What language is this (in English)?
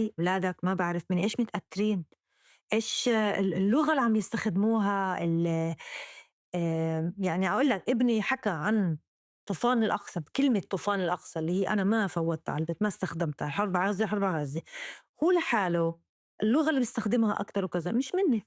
North Levantine Arabic